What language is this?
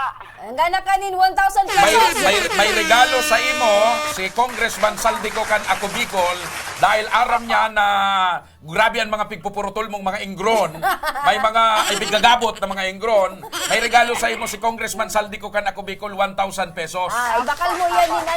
Bikol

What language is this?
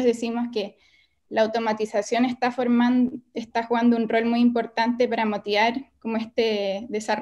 Spanish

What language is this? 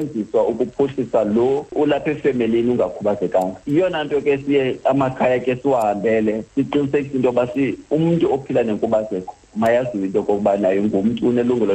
Xhosa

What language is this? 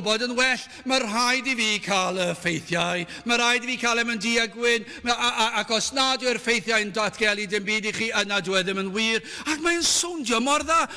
Welsh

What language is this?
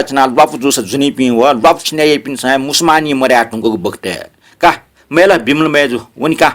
Newari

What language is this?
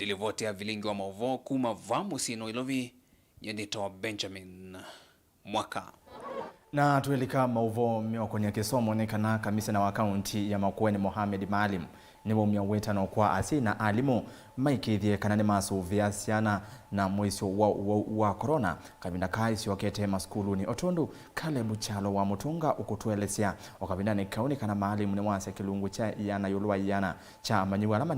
Kamba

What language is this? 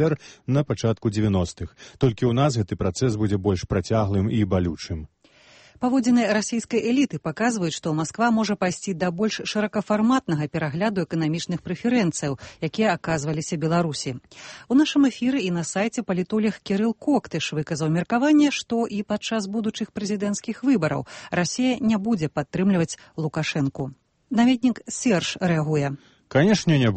Belarusian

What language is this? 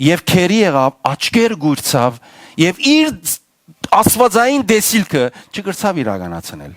Western Armenian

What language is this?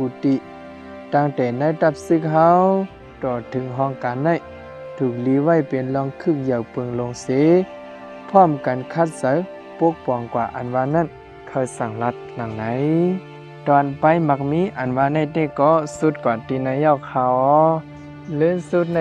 Shan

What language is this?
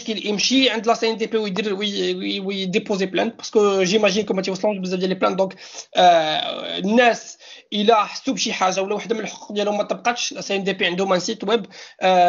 Moroccan Arabic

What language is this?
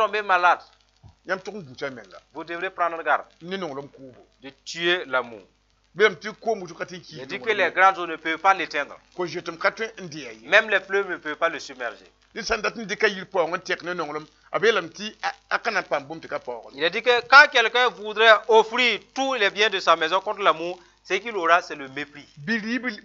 Mossi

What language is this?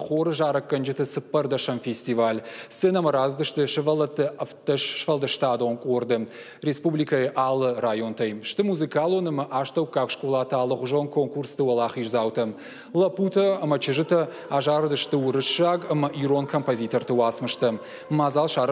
Ossetic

